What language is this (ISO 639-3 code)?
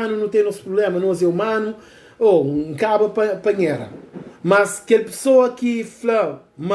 kea